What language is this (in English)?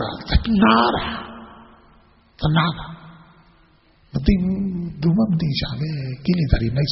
Burmese